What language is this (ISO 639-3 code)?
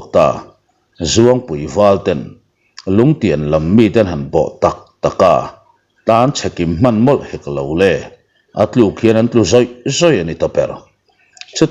lus